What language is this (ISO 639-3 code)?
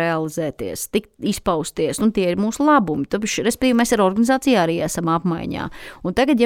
lav